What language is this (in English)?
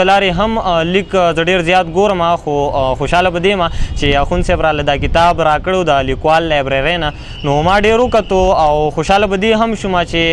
Pashto